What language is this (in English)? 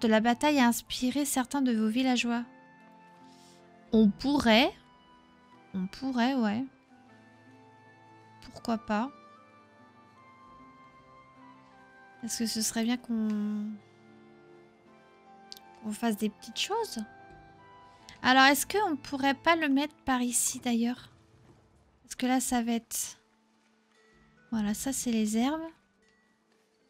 French